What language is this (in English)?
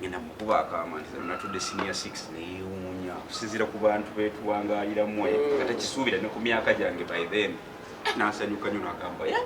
Ganda